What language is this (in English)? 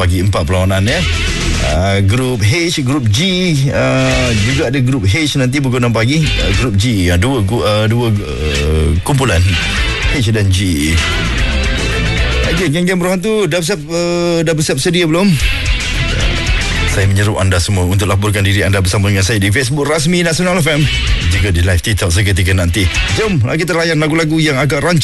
Malay